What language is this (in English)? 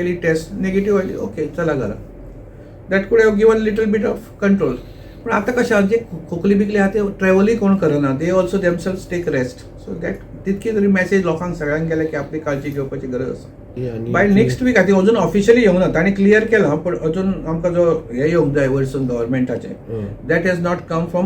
Konkani